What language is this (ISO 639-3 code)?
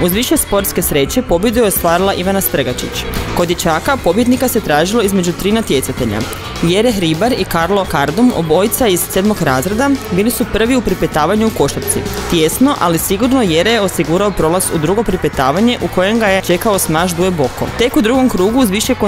hrv